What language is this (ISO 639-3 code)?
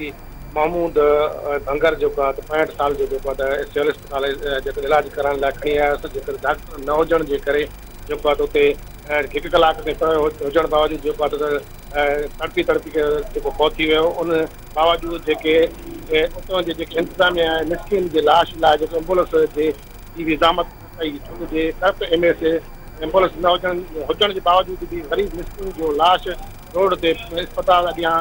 snd